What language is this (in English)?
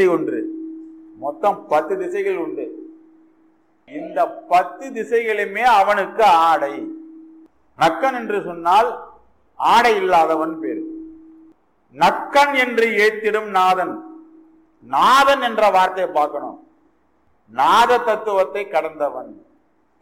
Tamil